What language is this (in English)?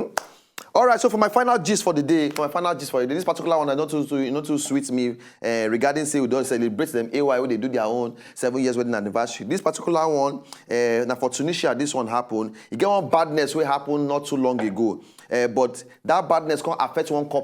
Nigerian Pidgin